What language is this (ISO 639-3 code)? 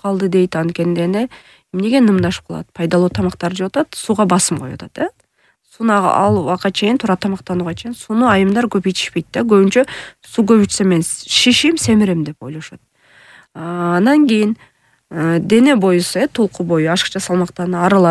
kir